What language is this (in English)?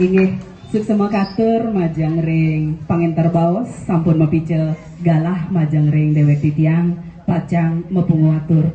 Balinese